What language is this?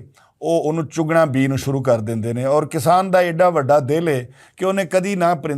Western Panjabi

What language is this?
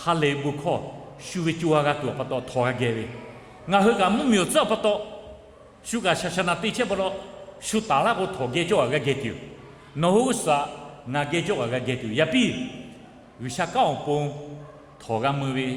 Lahu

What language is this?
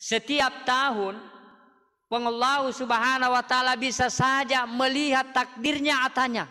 Buginese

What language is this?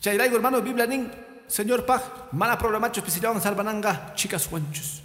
Quechua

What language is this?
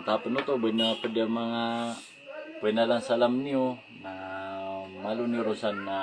Maranao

